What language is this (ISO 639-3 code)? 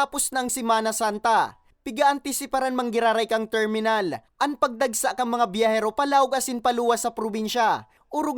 bik